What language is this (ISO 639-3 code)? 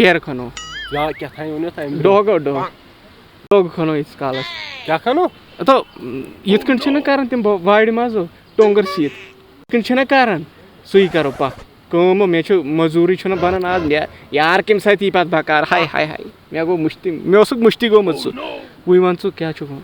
kas